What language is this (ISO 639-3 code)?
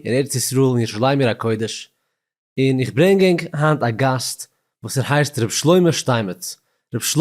yid